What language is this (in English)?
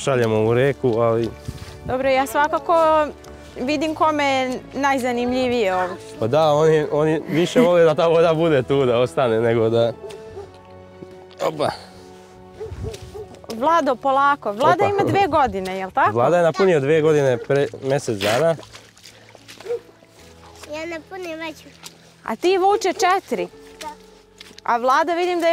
Serbian